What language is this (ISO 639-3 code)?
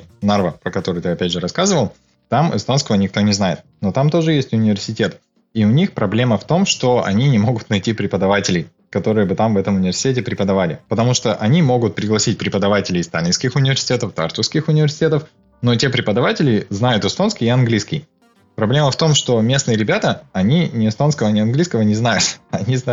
rus